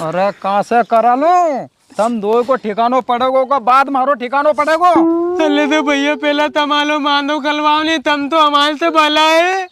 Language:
Rajasthani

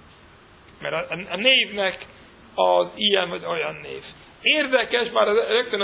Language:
Hungarian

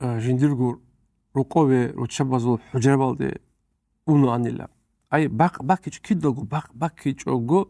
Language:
Avaric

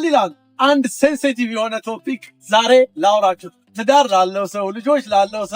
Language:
Amharic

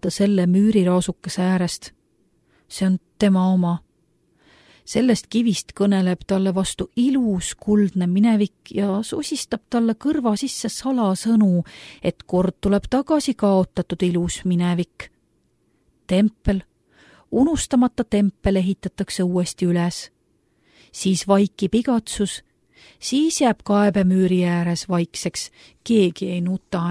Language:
Estonian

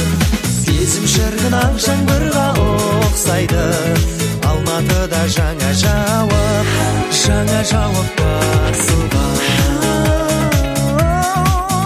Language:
Kazakh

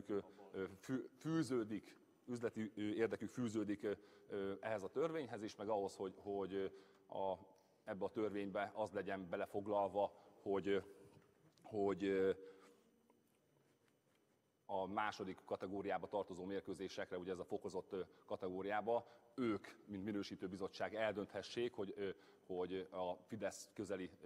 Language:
Hungarian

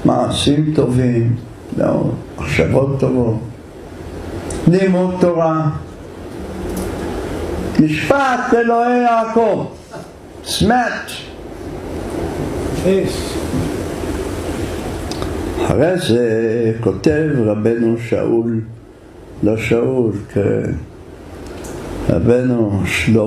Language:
Hebrew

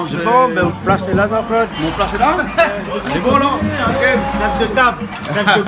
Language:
Réunion Creole French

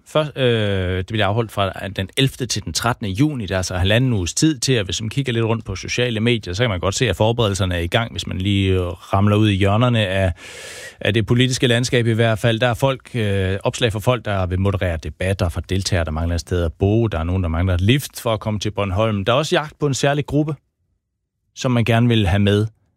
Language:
Danish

